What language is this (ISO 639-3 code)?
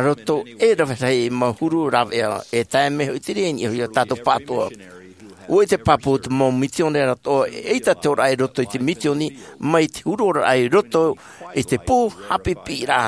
tah